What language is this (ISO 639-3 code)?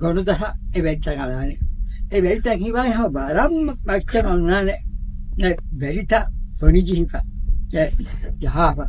div